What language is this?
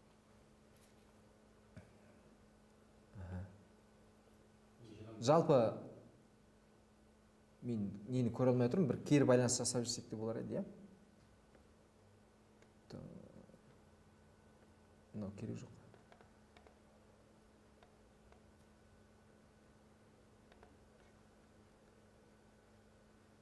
Kazakh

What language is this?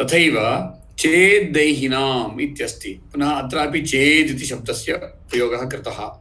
Sanskrit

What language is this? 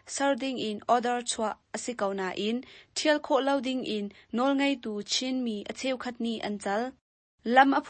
Hakha Chin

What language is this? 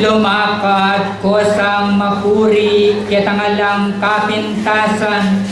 Pampanga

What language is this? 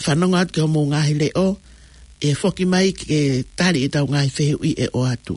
Tongan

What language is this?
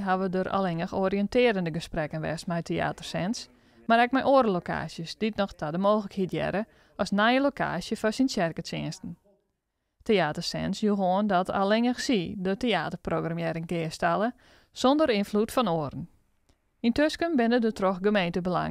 Western Frisian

